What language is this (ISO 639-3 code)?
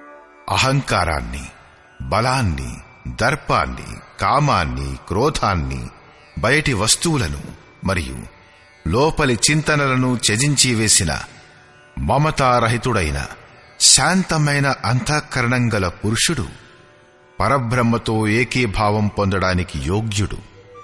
tel